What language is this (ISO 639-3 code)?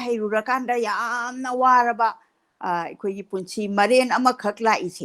mni